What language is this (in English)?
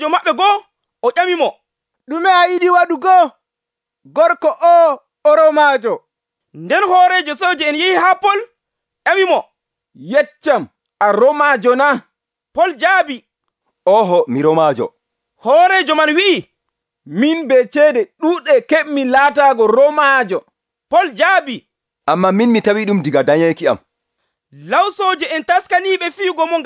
Nigerian Fulfulde